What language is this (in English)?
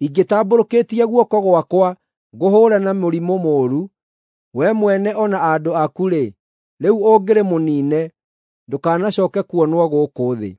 Kikuyu